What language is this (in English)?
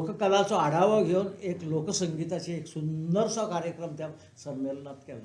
Konkani